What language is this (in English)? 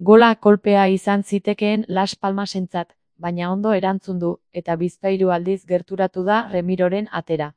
Basque